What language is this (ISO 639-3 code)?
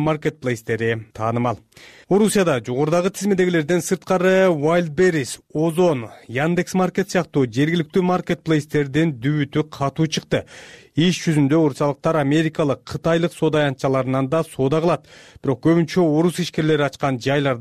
kir